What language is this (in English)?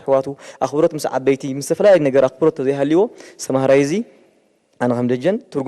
Tigrinya